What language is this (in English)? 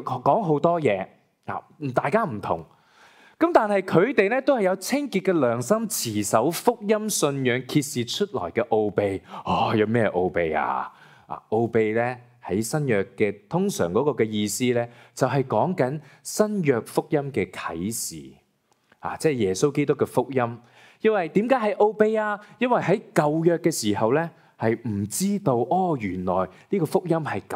Cantonese